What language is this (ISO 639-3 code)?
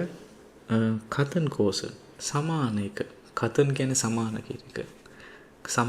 sin